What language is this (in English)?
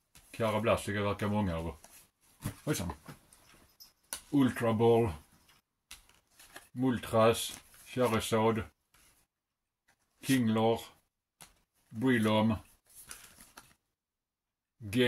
Swedish